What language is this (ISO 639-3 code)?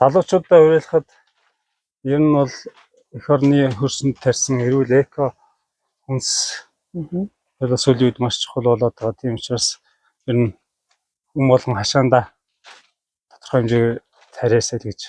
mon